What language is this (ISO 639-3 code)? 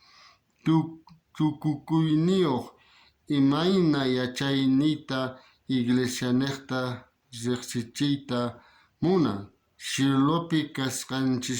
quh